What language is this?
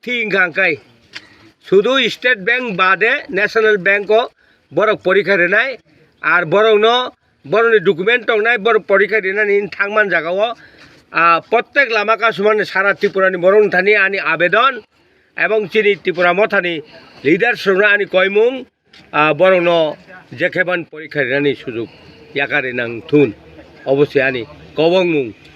Kok Borok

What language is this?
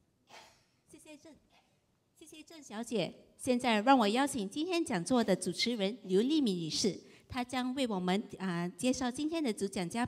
Chinese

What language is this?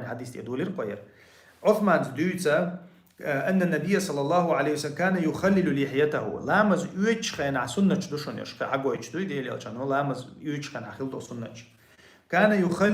Chechen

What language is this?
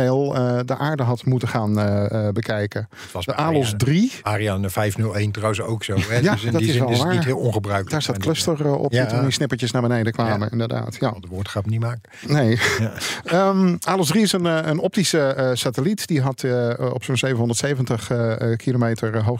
Dutch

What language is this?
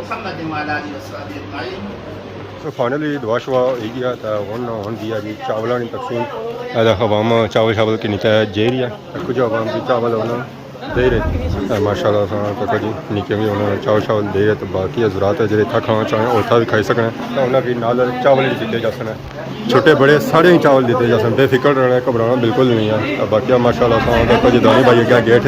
Pahari-Potwari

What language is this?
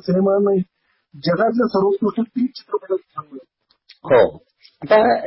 Marathi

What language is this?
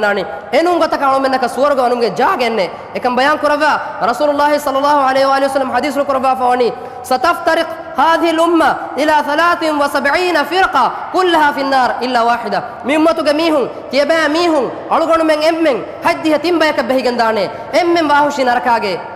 Divehi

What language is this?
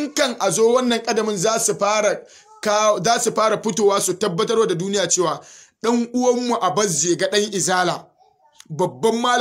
Hausa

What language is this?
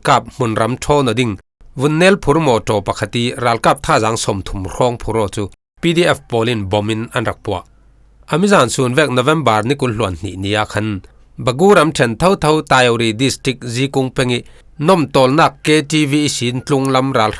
Falam Chin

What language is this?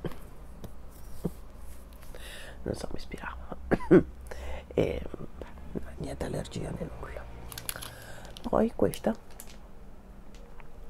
Italian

